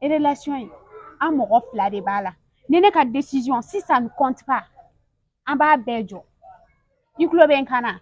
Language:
Bambara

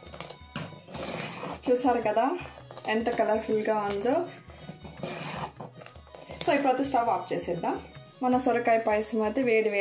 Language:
Telugu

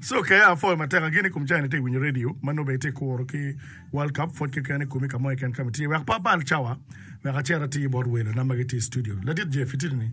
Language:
Acoli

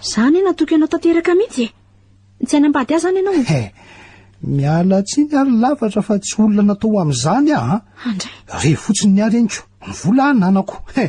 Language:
Malagasy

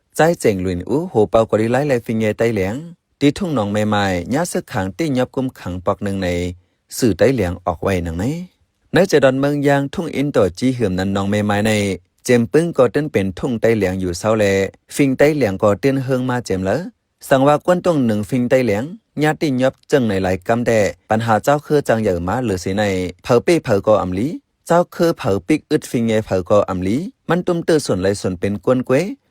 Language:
Shan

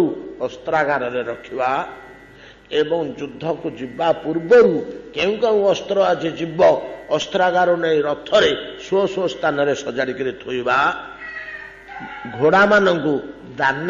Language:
Odia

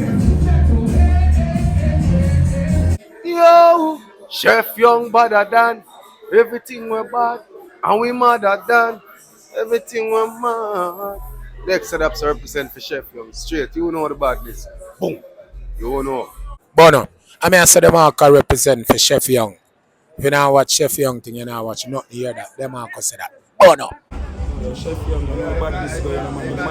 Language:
Jamaican Creole English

